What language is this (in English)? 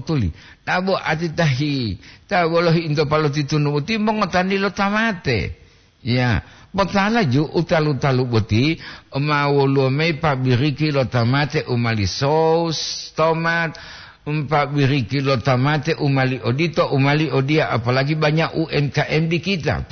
Gorontalo